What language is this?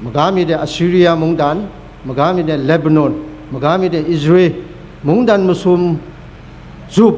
Kachin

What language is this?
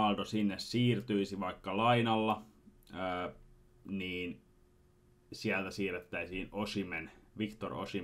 Finnish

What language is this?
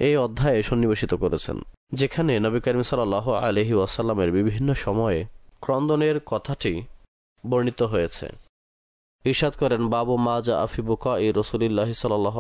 Bangla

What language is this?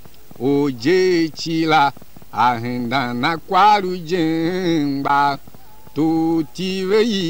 Tiv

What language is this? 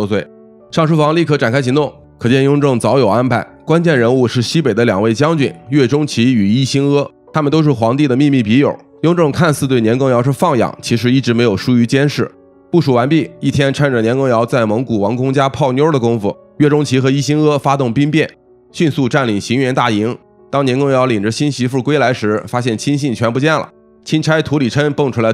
Chinese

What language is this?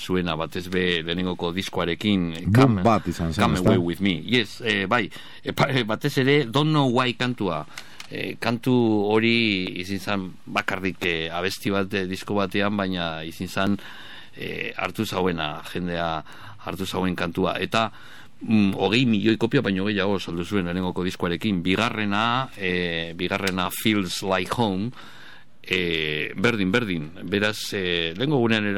Basque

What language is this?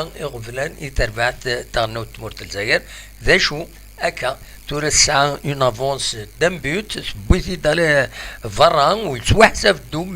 Kabyle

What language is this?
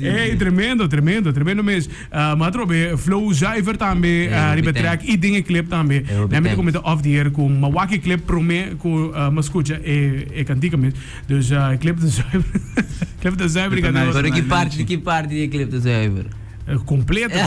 Papiamento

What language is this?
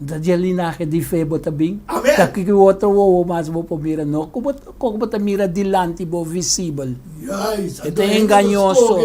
Papiamento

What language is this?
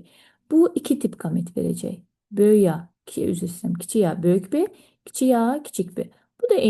Azerbaijani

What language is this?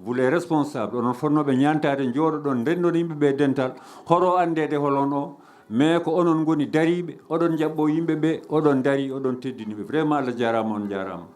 Fula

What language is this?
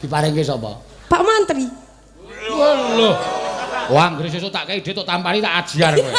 Javanese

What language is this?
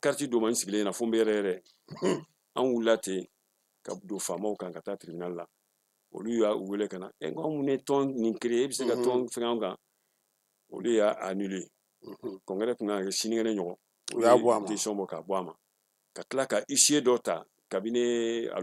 Bambara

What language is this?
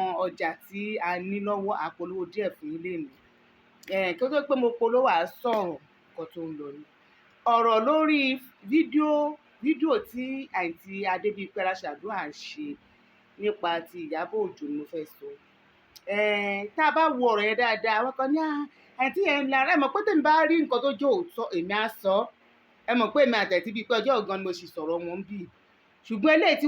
Yoruba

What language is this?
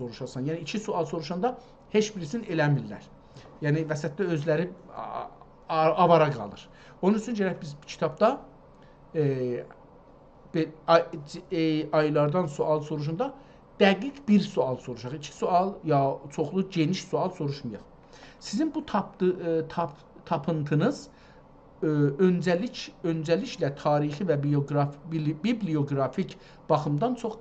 South Azerbaijani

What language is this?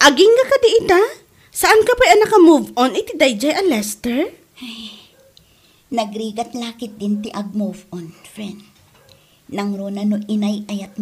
Iloko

